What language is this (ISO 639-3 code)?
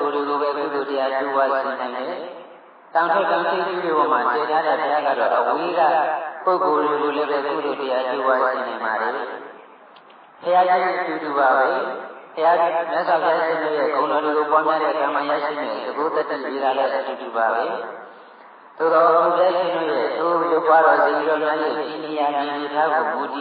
mya